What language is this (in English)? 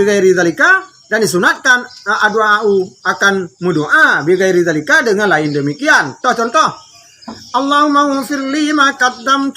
Achinese